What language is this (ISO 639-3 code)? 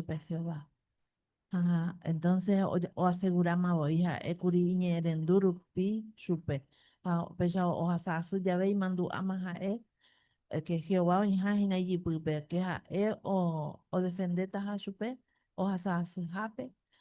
grn